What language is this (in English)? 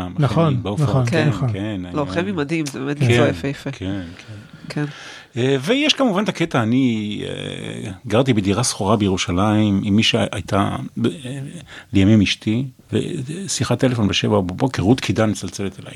Hebrew